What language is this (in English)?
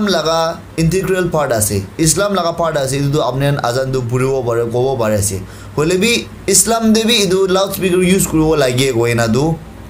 Naga Pidgin